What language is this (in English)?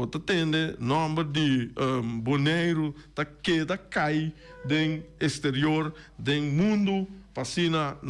Papiamento